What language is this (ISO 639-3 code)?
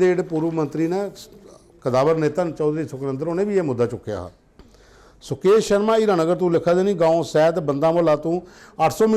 doi